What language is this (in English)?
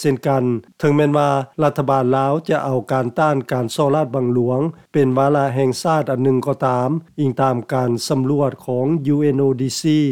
Lao